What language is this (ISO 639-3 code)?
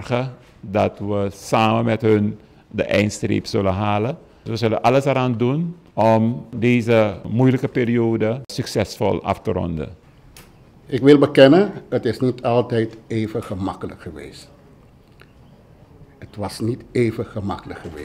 nld